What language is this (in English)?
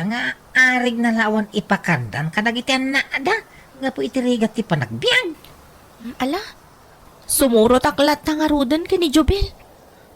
Iloko